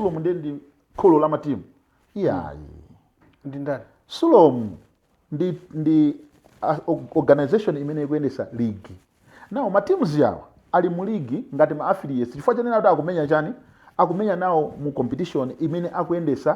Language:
Nyanja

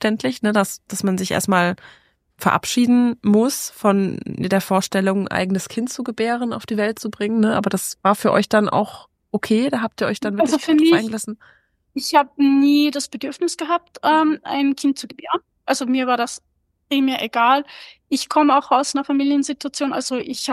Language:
German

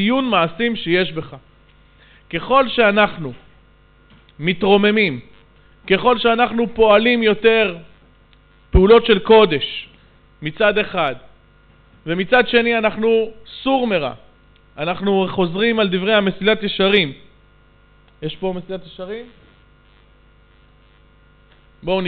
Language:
Hebrew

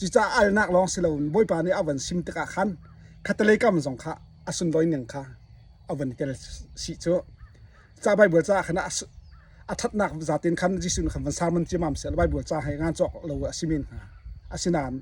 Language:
Hakha Chin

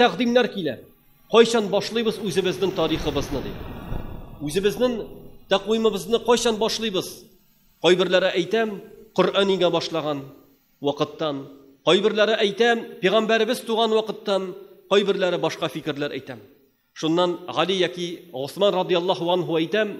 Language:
Tatar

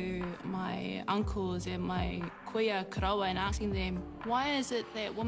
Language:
Māori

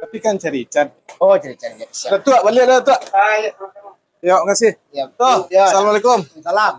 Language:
Minangkabau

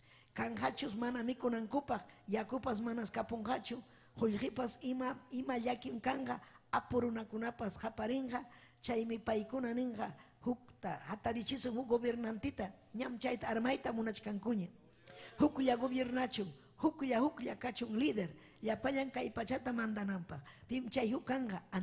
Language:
Ayacucho Quechua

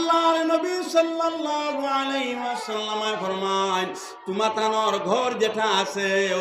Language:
Sylheti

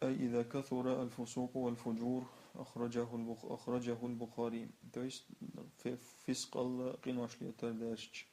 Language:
Chechen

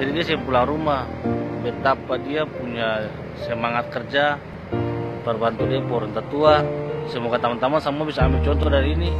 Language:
Ambonese Malay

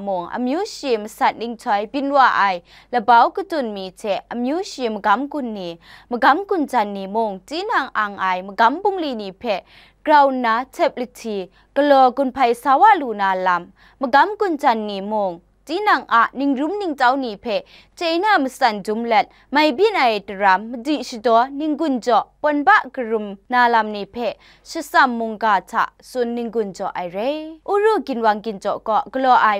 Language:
Kachin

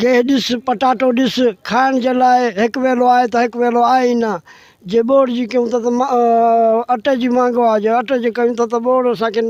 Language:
Sindhi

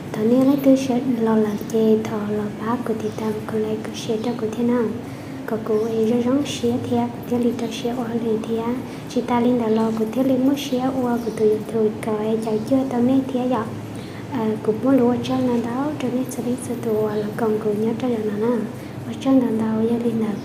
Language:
Hmong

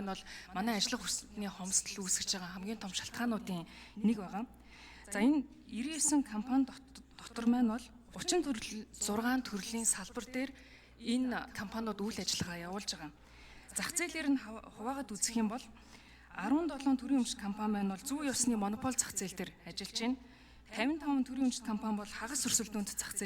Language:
Mongolian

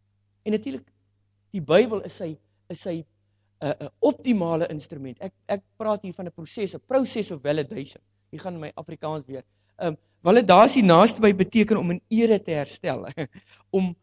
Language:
Afrikaans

